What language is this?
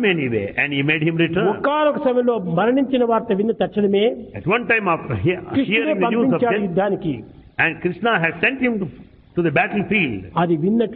Telugu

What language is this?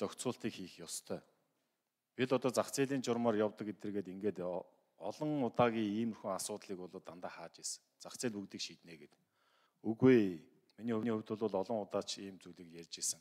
Mongolian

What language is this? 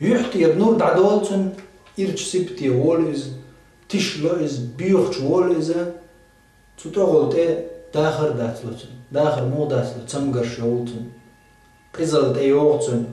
Chechen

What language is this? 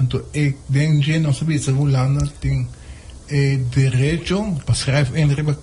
Papiamento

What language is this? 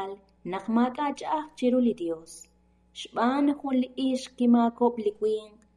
Kekchí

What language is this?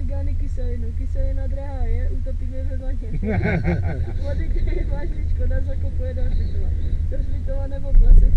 Czech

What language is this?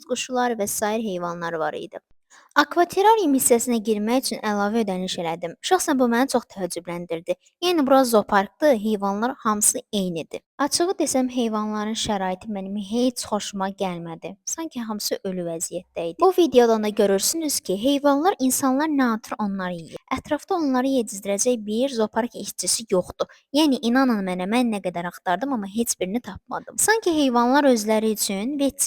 Azerbaijani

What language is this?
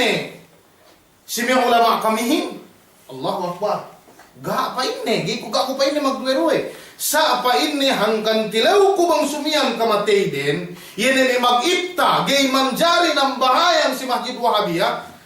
Yakan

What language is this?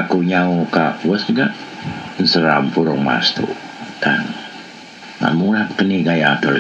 Iban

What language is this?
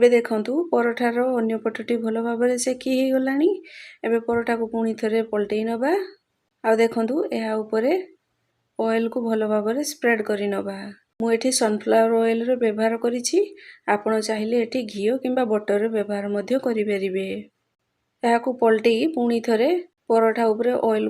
Odia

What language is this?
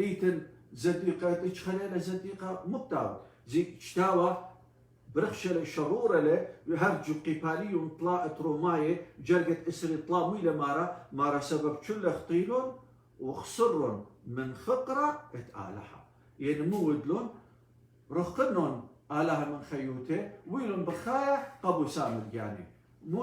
Assyrian Neo-Aramaic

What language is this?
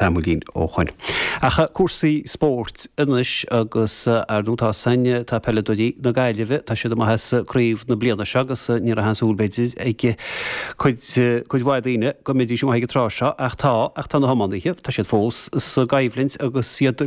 Irish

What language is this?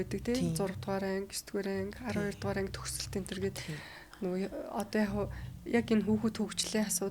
Mongolian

